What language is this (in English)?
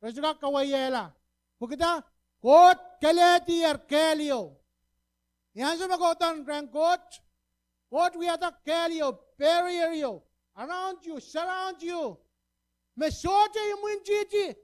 Pohnpeian